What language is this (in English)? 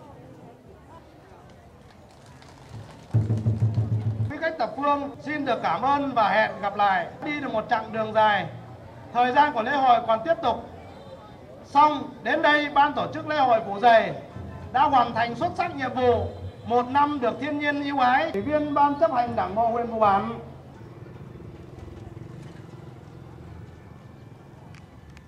Vietnamese